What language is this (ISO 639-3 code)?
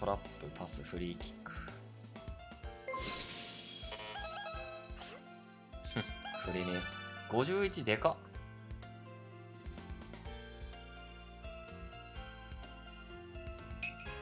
jpn